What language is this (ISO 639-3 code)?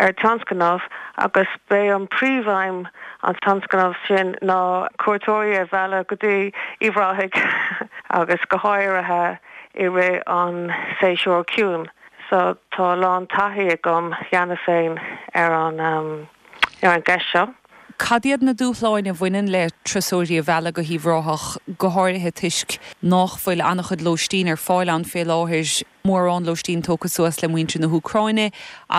gle